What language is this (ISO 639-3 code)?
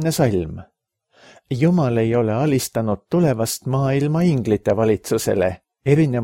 est